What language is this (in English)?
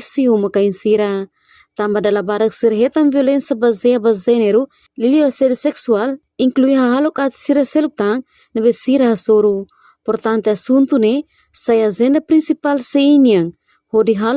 Tetum